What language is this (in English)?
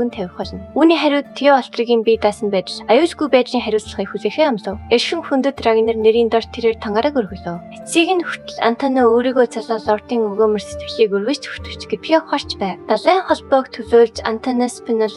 Mongolian